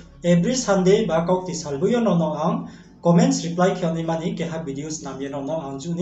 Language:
Riang (India)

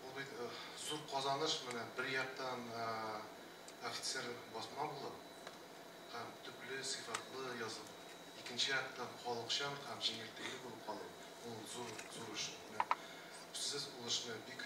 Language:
Tatar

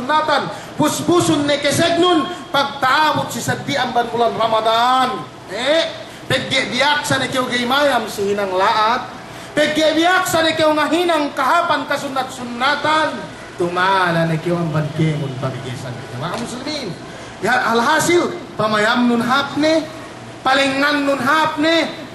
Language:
Yakan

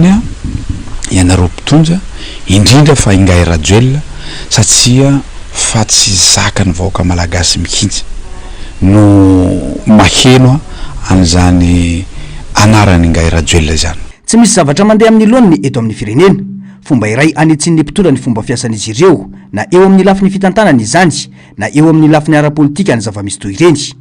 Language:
Malagasy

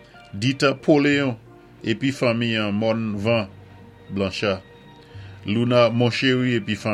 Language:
Saint Lucian Creole French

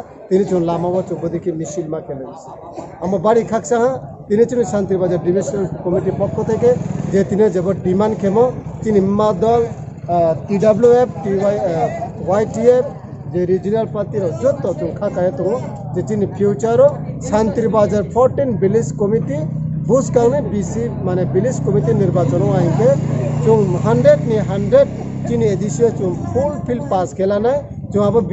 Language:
Kok Borok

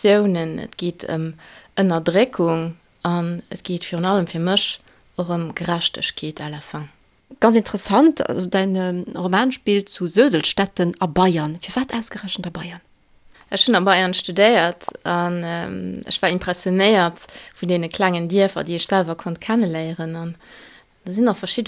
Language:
Luxembourgish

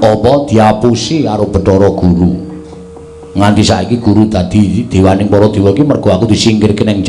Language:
Javanese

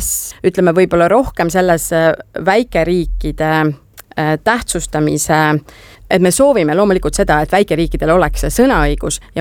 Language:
Estonian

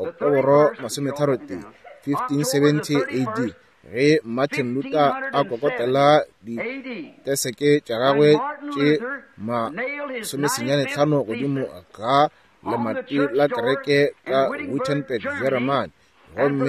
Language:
Northern Sotho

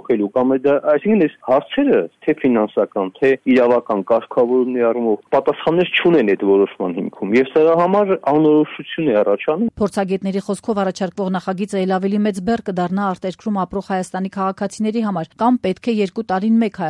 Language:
Armenian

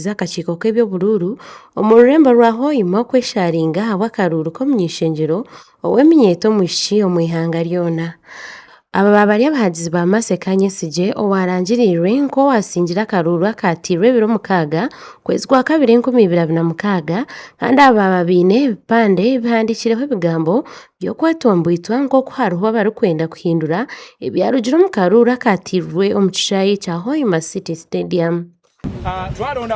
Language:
Nyankole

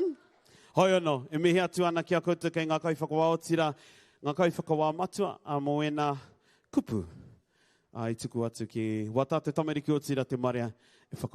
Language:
Māori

